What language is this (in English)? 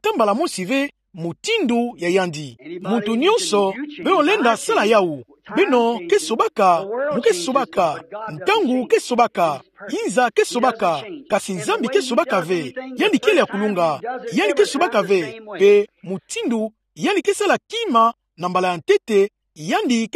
Kituba (Democratic Republic of Congo)